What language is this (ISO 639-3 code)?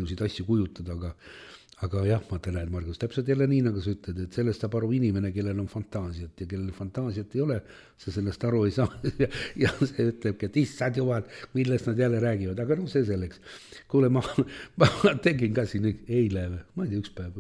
est